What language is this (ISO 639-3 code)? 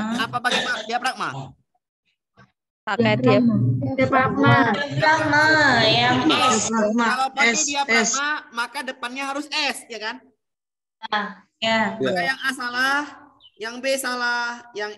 ind